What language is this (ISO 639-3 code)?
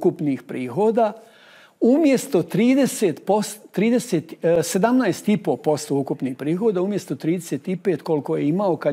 bos